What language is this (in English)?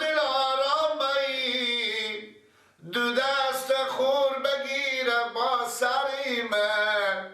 Persian